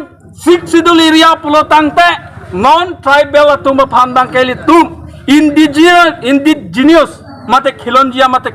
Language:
Karbi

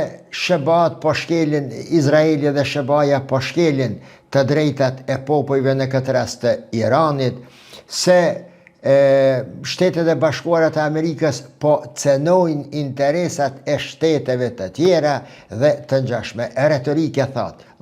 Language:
Albanian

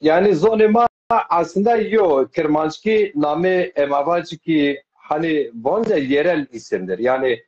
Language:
Zaza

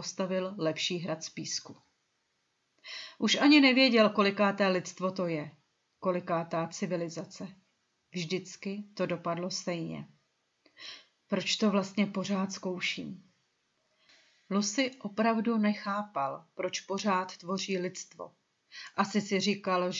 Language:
Czech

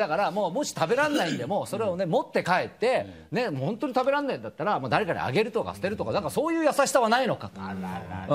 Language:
Japanese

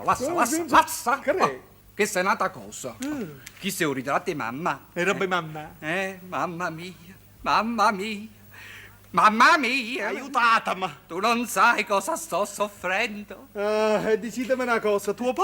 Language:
Neapolitan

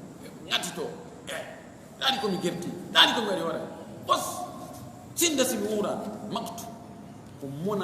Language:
Fula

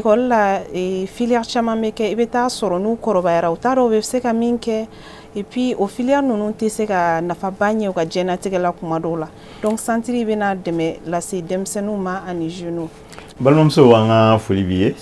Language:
Bambara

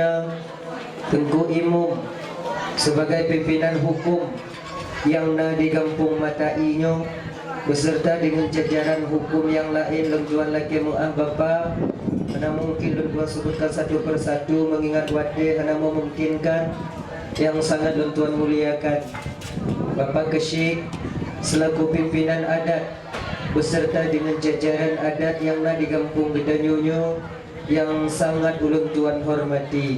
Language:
Achinese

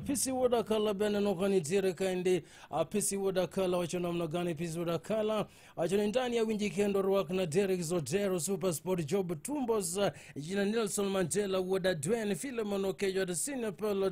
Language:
Luo (Kenya and Tanzania)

